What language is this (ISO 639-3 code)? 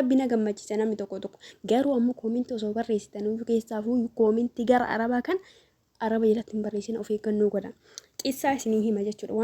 orm